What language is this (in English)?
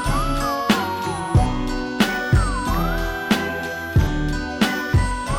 Italian